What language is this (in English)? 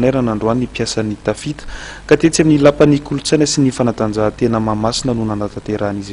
Malagasy